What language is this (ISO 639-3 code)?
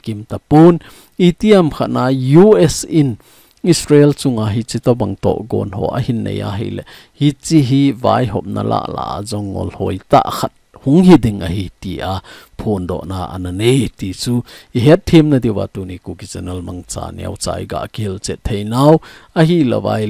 tcz